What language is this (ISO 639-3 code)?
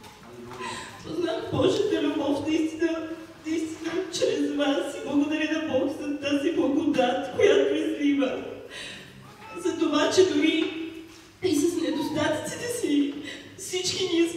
bul